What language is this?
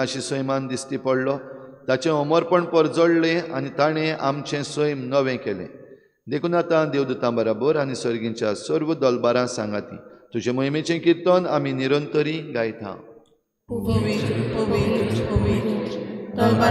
Konkani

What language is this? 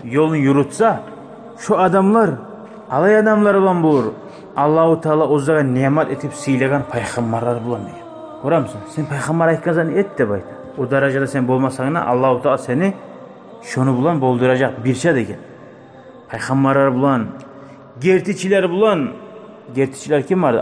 Kumyk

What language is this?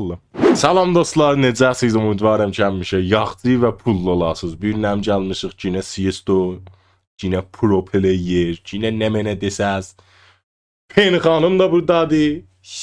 South Azerbaijani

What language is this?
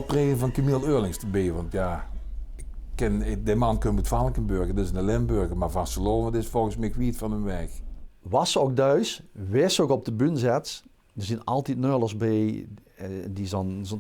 Limburgish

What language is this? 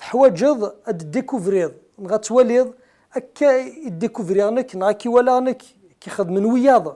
Kabyle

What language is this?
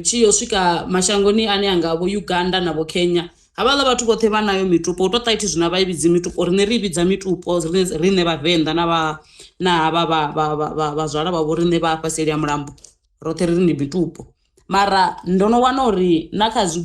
Venda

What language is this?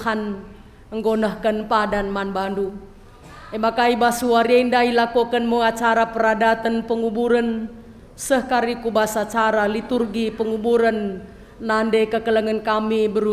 Batak Karo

